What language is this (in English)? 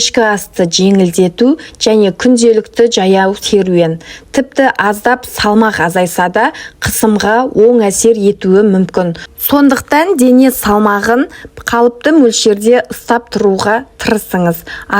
Kazakh